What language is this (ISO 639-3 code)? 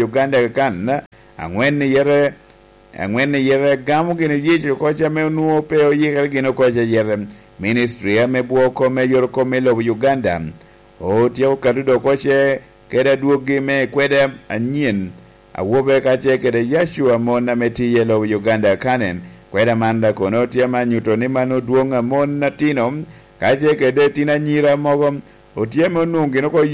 laj